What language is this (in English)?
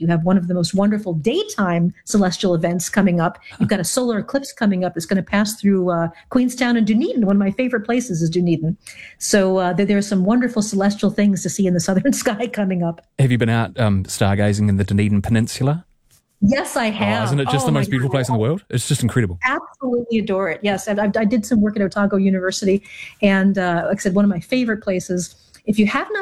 English